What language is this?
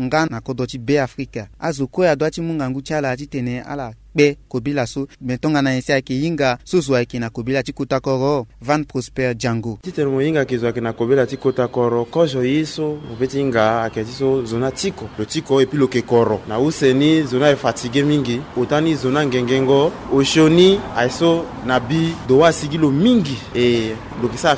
Sango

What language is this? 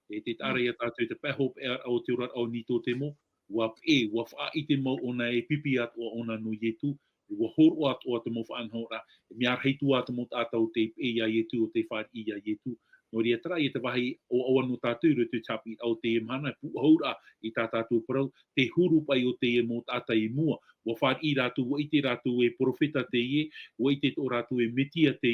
Tahitian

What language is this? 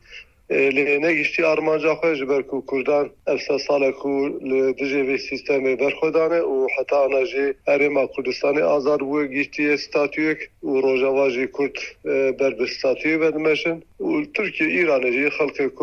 Kurdish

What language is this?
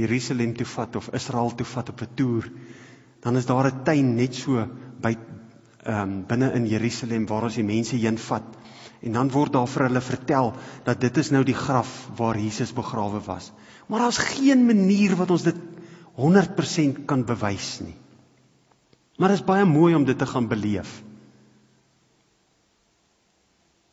Afrikaans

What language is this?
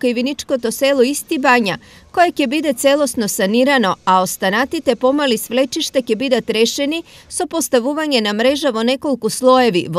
Macedonian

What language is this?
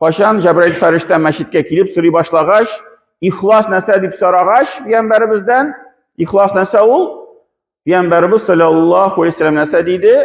Tatar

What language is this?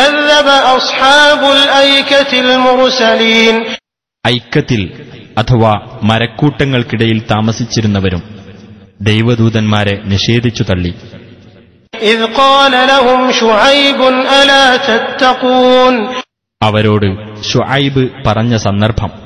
Malayalam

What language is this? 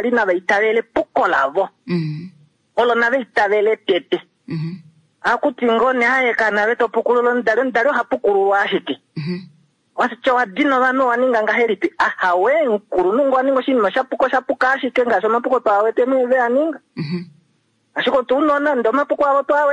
Kuanyama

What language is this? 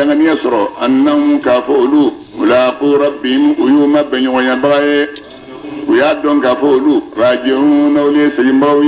Bambara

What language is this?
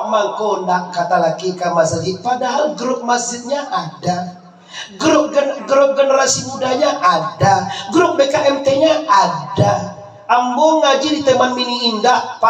Minangkabau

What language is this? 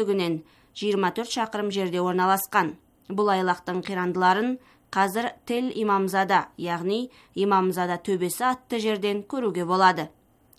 Kazakh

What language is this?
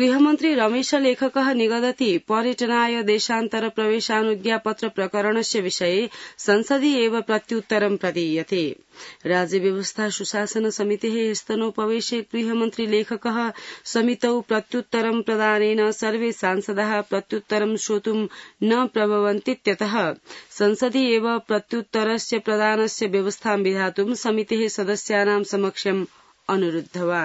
Sanskrit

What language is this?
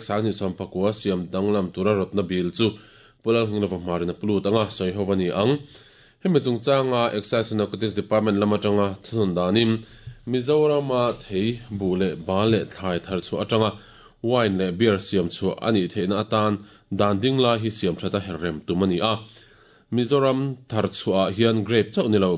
Mizo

